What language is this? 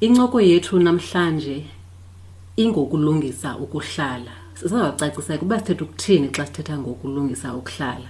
Xhosa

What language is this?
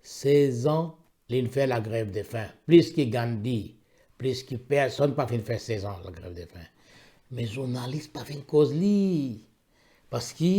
Morisyen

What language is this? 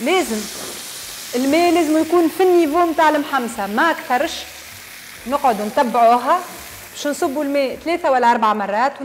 Tunisian Arabic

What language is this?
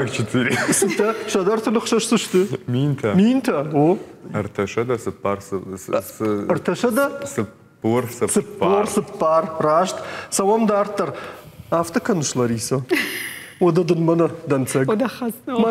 Ossetic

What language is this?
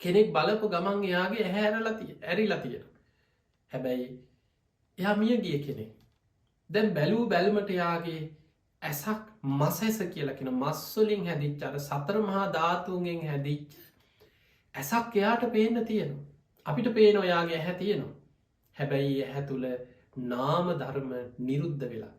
Sinhala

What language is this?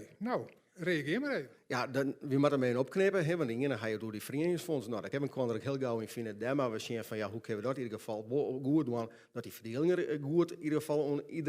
Western Frisian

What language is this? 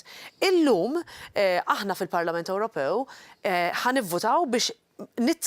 Maltese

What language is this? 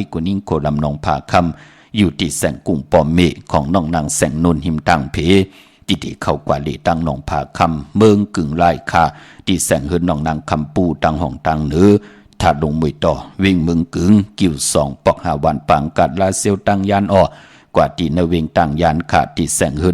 Shan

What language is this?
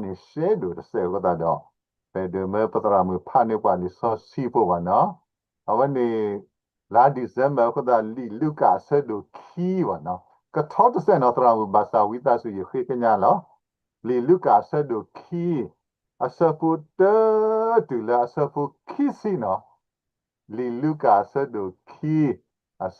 S'gaw Karen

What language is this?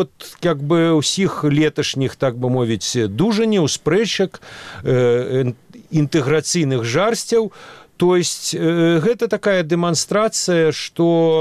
Belarusian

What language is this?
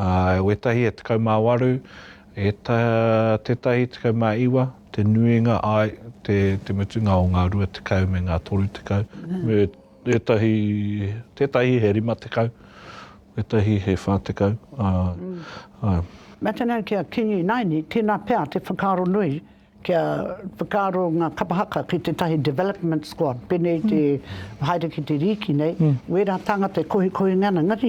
Māori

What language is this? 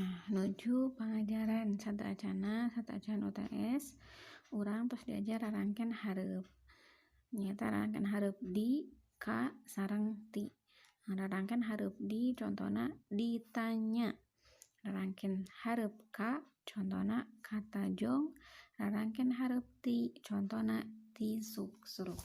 Sundanese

